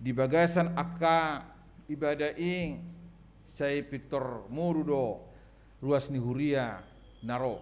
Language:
Batak Toba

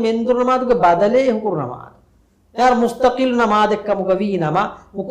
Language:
Divehi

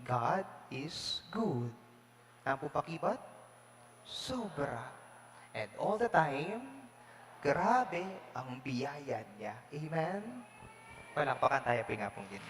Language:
Pampanga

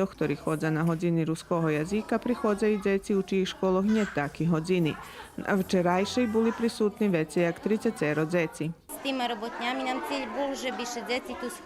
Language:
Rusyn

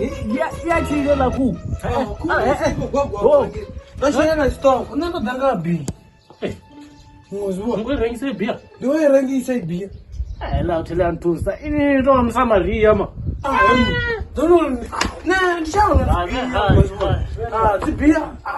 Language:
Venda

